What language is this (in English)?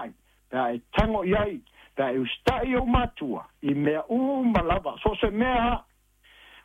Samoan